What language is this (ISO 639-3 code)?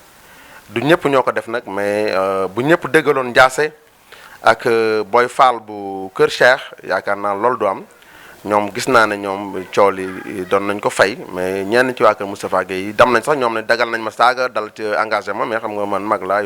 wol